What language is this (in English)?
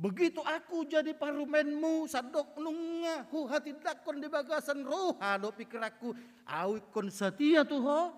Batak Toba